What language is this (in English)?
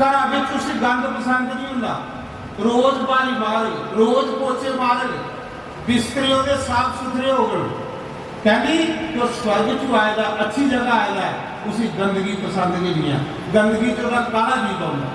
Dogri